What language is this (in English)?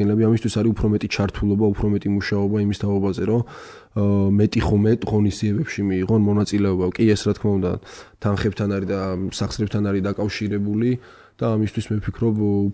Georgian